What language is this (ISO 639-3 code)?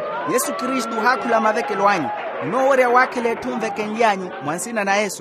vmw